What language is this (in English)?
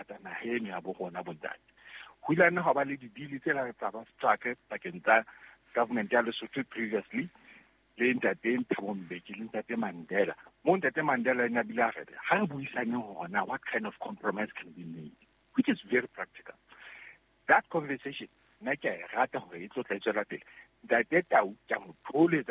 Southern Sotho